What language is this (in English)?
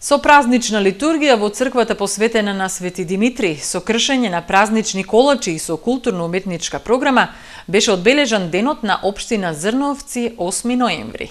Macedonian